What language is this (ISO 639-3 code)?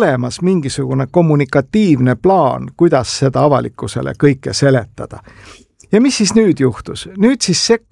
est